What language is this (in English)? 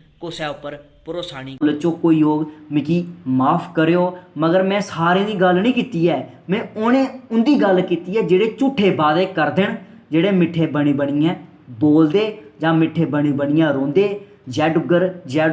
Dogri